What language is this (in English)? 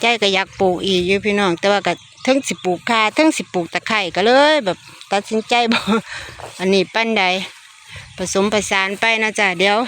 Northeastern Thai